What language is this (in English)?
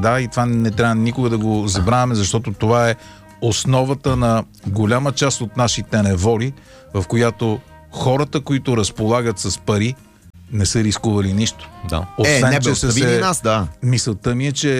Bulgarian